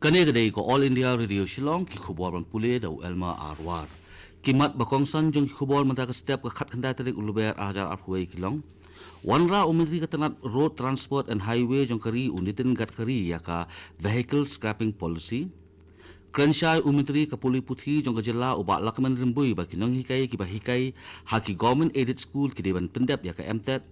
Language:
Khasi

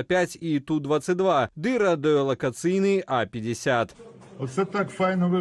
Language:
Belarusian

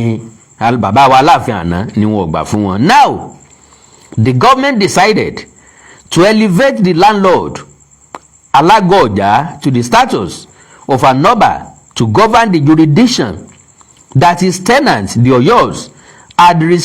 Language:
Yoruba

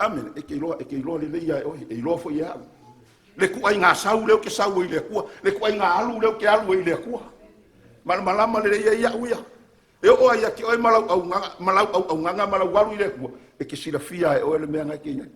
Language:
Samoan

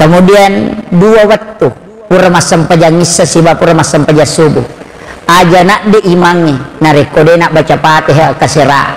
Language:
Buginese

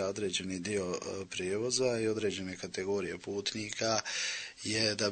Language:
Bosnian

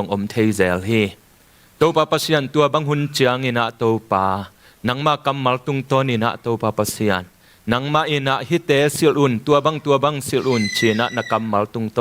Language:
Tedim Chin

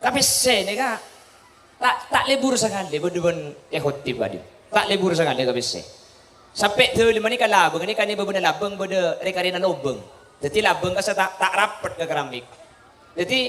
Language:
Madurese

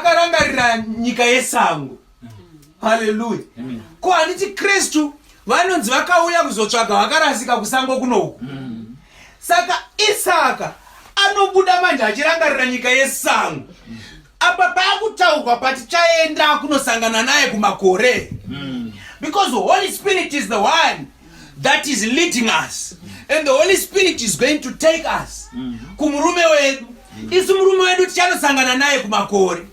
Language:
Shona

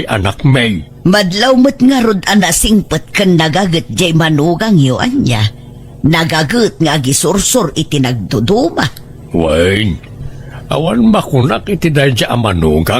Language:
Iloko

